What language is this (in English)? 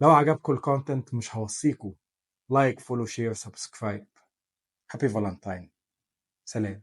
Egyptian Arabic